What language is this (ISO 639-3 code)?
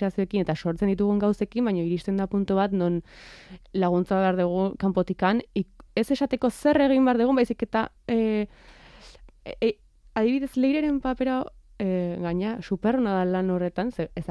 eus